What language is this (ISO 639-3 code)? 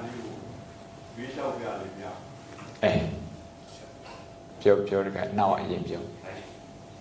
mya